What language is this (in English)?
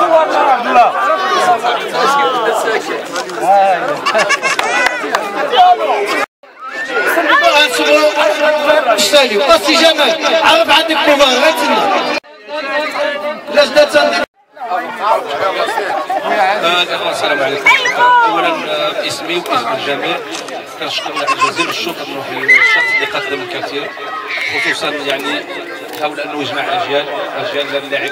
Moroccan Arabic